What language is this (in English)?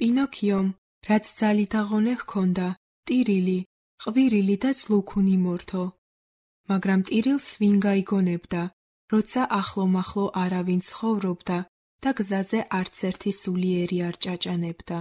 Georgian